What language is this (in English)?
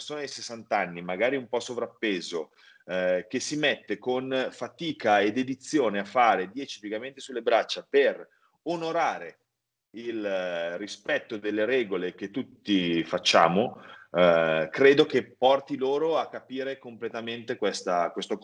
Italian